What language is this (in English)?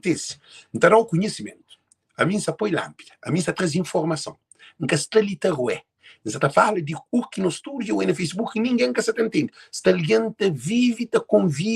Kabuverdianu